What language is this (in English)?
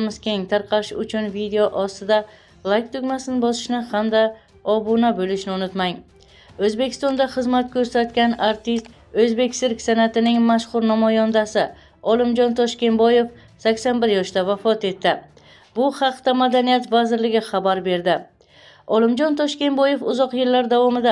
Uzbek